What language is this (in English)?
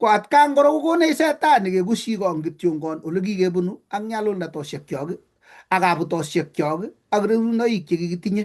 Kalenjin